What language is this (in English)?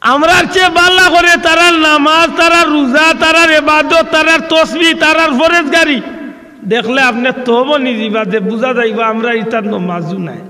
Sylheti